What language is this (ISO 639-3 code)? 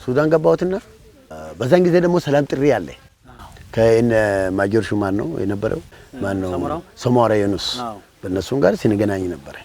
amh